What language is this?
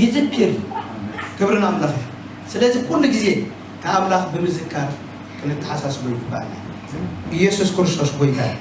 Tigrinya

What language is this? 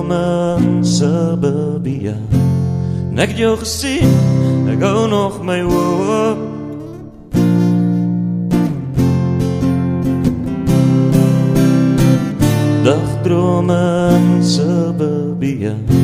Afrikaans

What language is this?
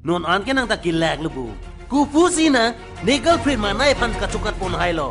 Karbi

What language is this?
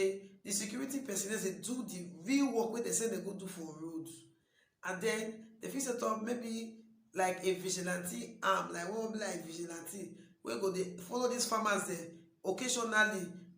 Nigerian Pidgin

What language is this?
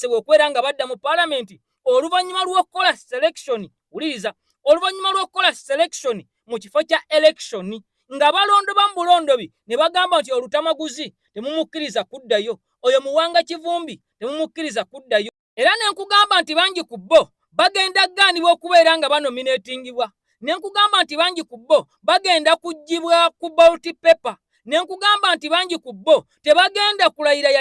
Ganda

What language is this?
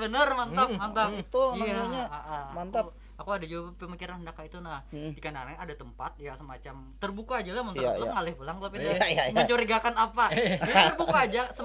Banjar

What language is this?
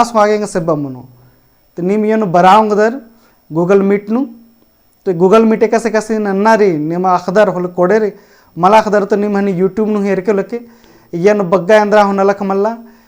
Kurukh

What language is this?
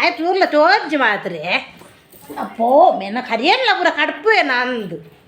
Tulu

